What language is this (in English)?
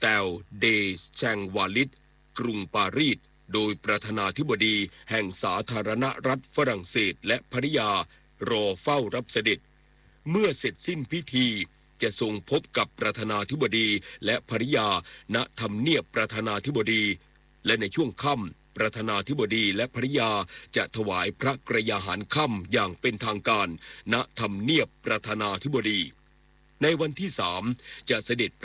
Thai